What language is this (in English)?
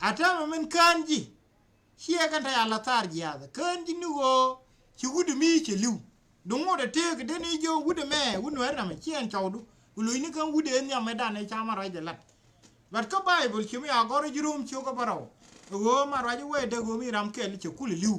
Nuer